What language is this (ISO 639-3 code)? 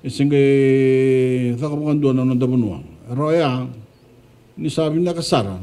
fij